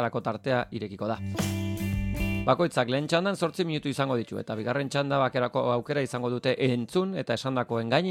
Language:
Basque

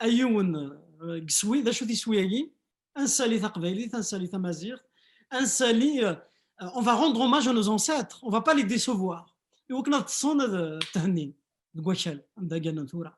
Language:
Kabyle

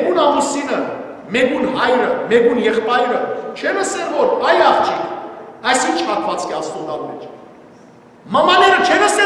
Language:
Western Armenian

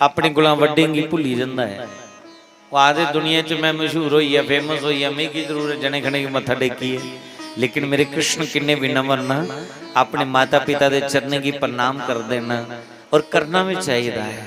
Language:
Dogri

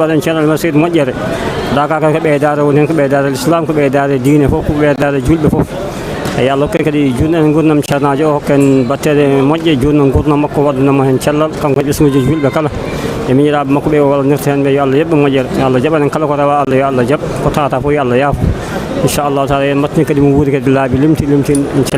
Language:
Fula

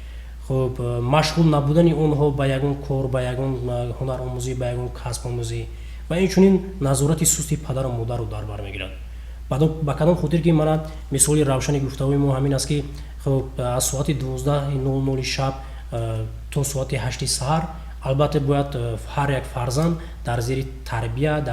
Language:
Tajik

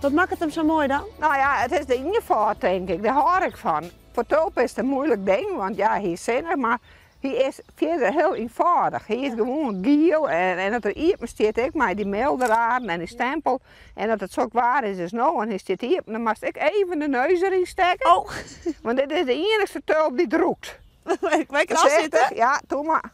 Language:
Western Frisian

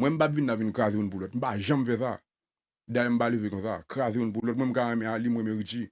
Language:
Haitian Creole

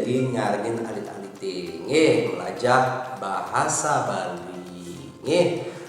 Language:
Balinese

